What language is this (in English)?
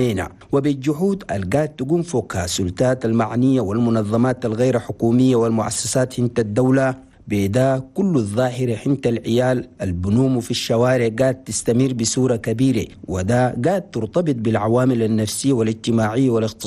Chadian Arabic